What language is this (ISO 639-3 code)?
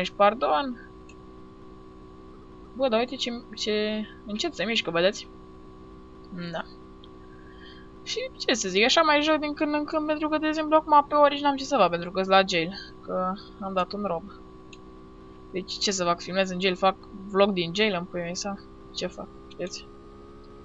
ron